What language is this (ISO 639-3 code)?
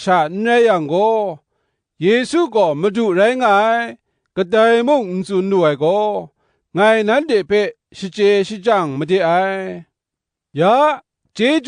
kac